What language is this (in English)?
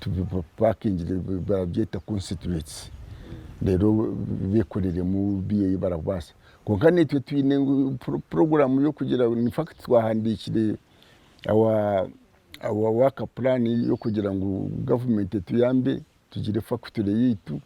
Nyankole